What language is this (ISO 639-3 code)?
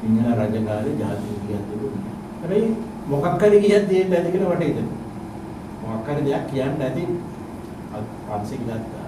sin